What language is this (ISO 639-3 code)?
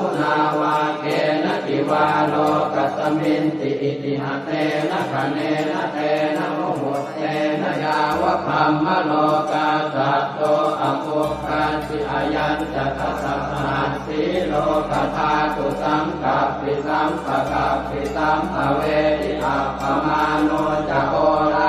pli